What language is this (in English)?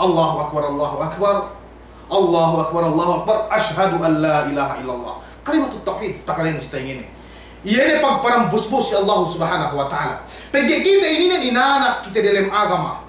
Yakan